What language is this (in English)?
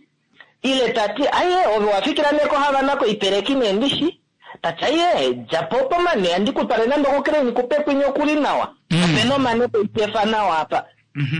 Kuanyama